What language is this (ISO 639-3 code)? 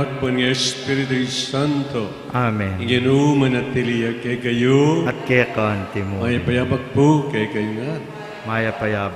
pam